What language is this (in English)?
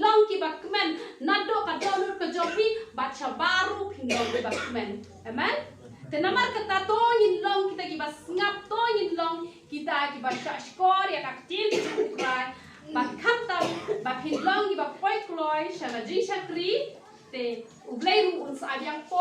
Khasi